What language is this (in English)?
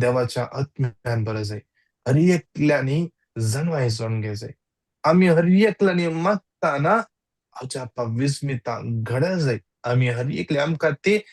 Konkani